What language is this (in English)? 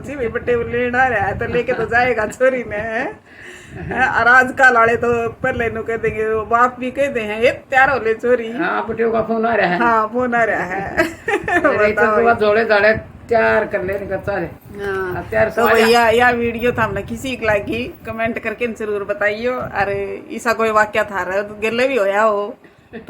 Haryanvi